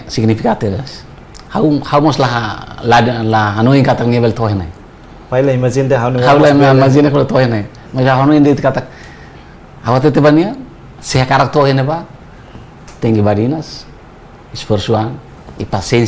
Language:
Tetum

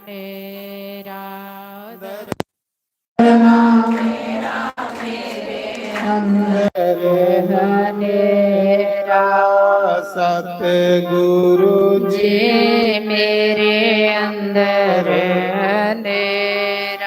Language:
Dogri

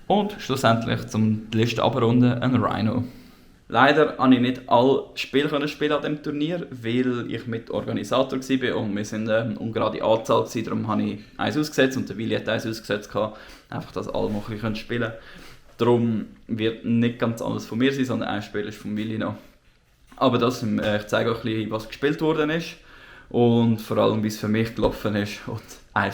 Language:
Swiss German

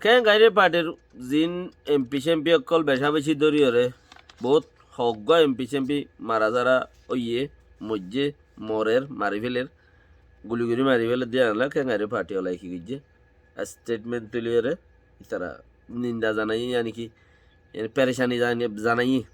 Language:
Rohingya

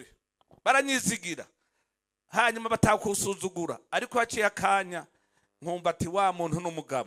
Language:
Rundi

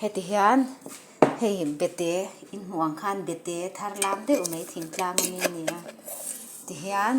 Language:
Mizo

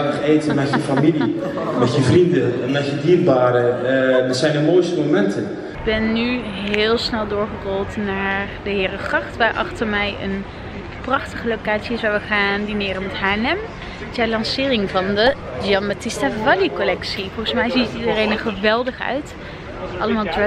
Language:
Dutch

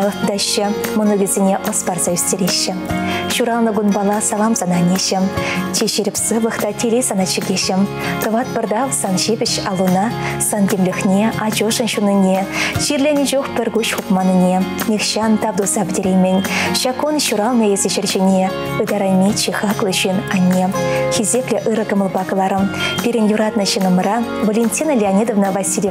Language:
Chuvash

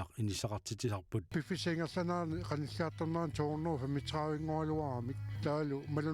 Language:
Kalaallisut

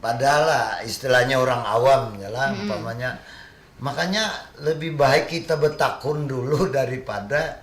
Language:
Banjar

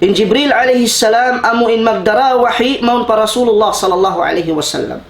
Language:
Tausug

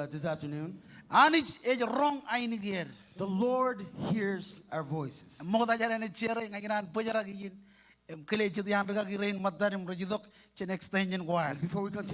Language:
Marshallese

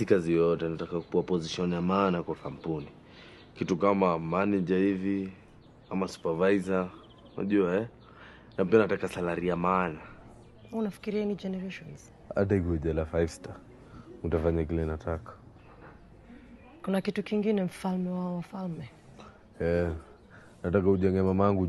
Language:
Swahili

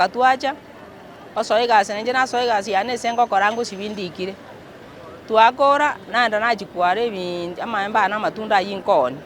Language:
Gusii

